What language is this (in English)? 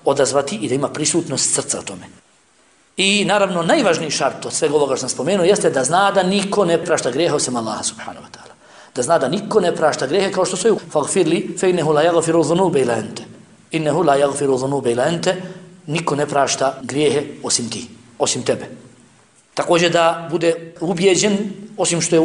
Bosnian